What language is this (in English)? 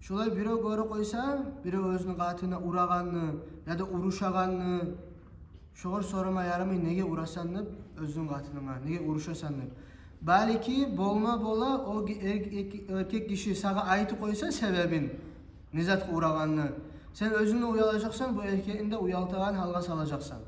Kumyk